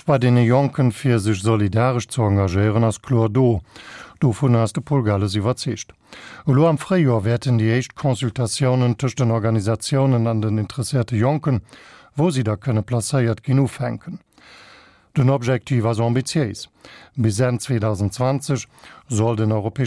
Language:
Luxembourgish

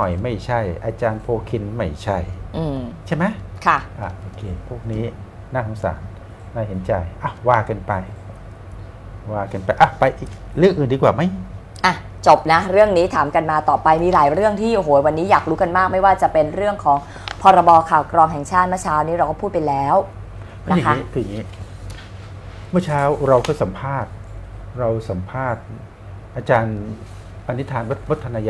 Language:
Thai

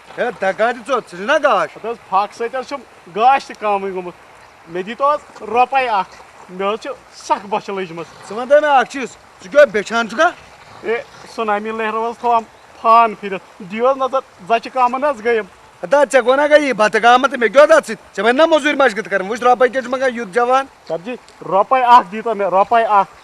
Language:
Kashmiri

